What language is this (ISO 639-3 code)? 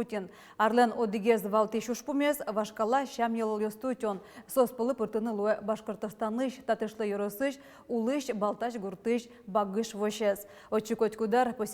udm